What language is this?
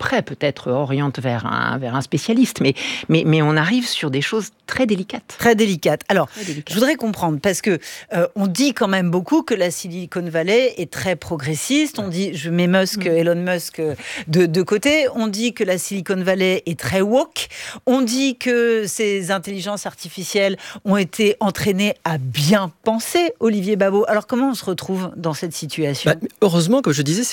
French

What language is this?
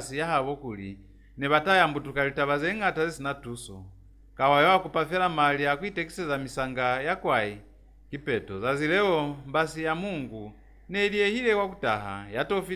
Lozi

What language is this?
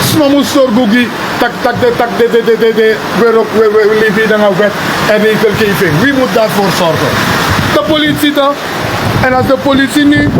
Sranan Tongo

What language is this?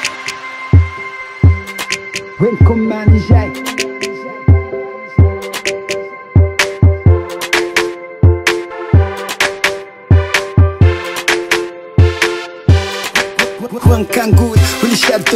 Moroccan Arabic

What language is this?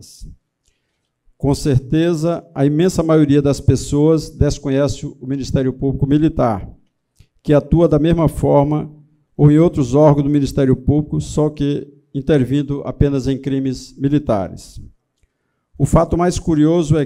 Portuguese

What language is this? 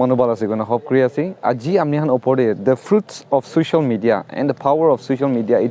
Naga Pidgin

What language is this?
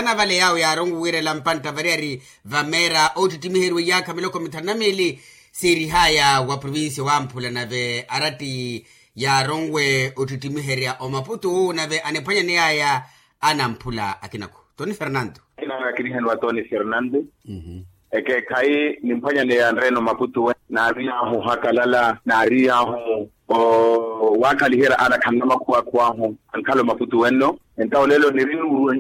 Makhuwa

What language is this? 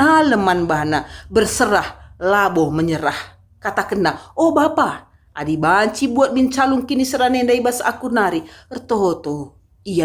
Batak Karo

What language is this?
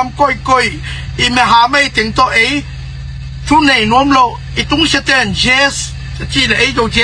Tedim Chin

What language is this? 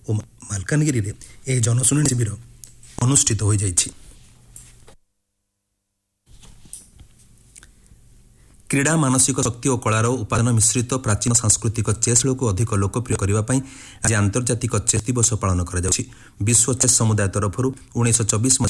Odia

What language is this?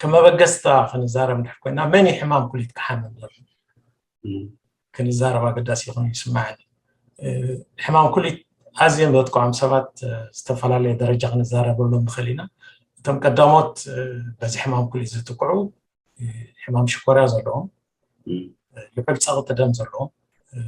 Tigrinya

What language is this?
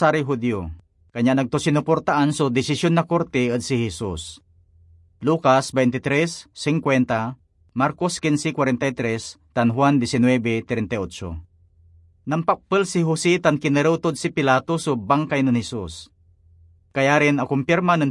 Pangasinan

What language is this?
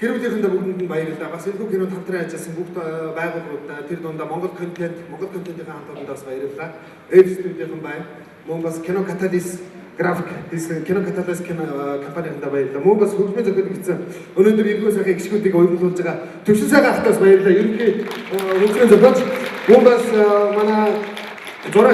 Mongolian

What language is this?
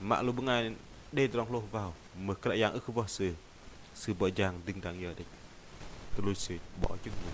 Bahnar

